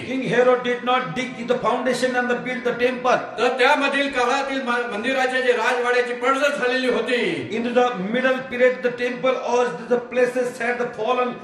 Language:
Marathi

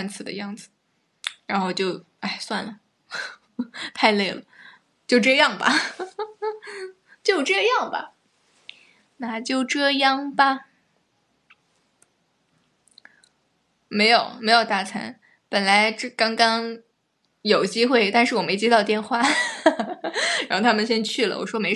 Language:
Chinese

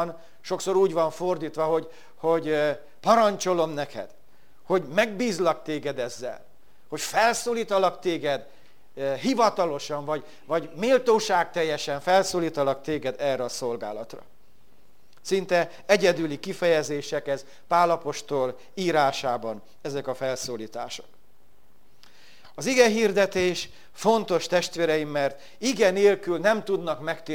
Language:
Hungarian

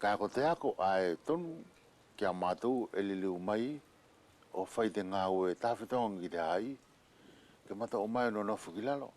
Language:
Wallisian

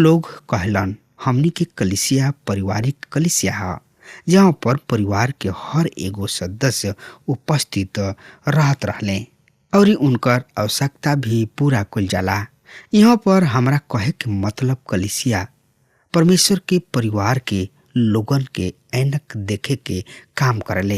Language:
Bhojpuri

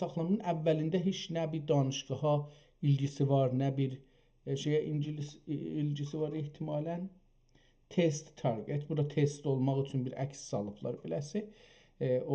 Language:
South Azerbaijani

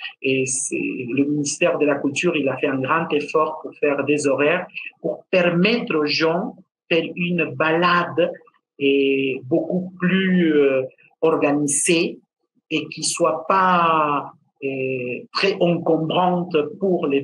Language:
French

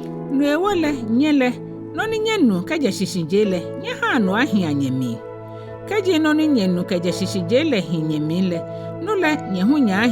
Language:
Ga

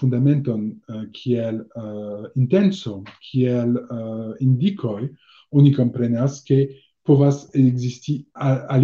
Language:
Esperanto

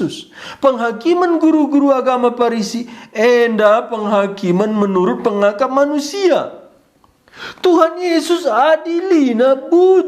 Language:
Batak Karo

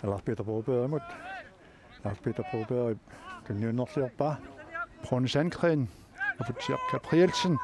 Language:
Kalaallisut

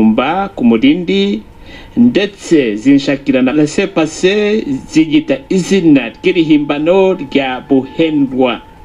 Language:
Kinyarwanda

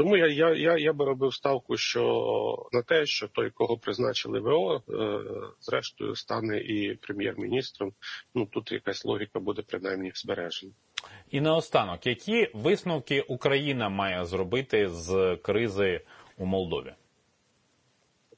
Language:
Ukrainian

